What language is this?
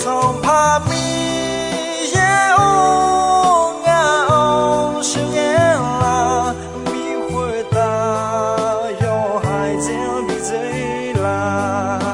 Akha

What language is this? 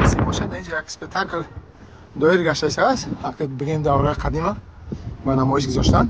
Tajik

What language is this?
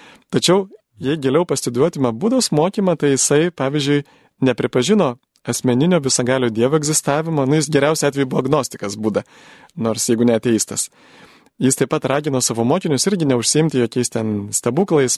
Lithuanian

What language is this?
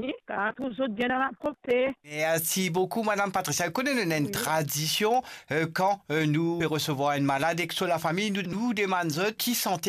Morisyen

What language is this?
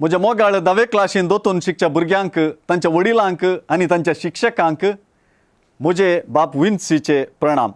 Konkani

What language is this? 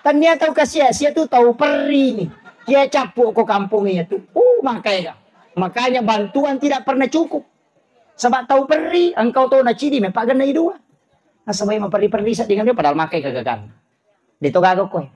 Buginese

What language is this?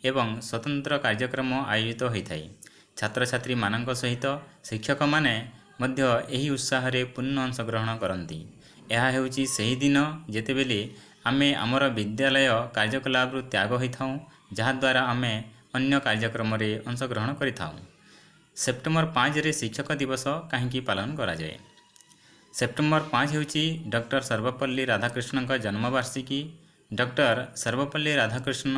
Odia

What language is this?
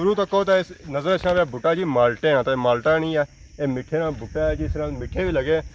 Pahari-Potwari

